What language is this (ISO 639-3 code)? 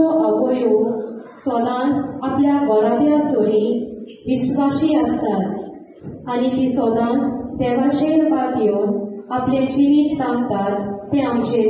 kok